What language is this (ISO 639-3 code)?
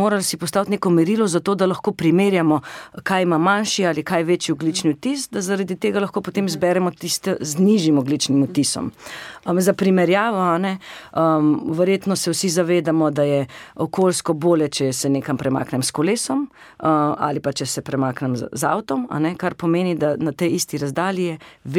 slv